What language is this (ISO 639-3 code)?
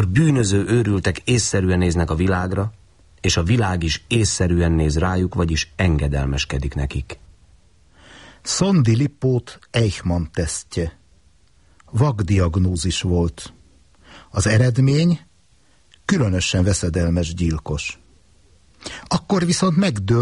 hun